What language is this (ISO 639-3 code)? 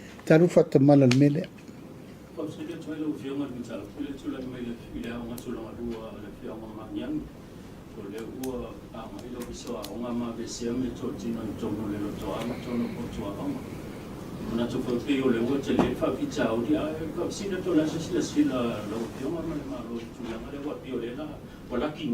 smo